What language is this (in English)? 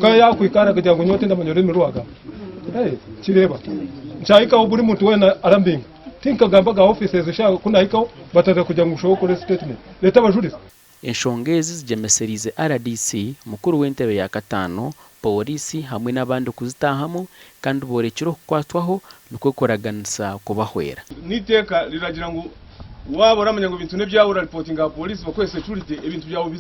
Nyankole